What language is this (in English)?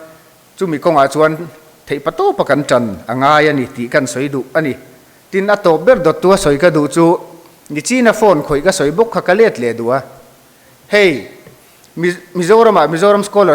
Mizo